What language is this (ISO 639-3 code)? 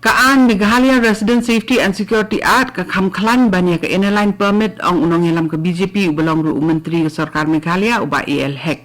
kha